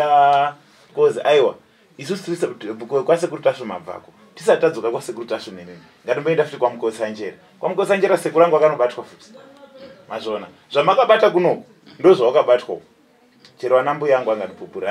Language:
Shona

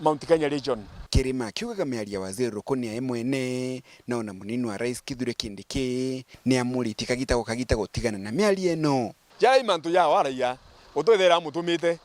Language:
Meru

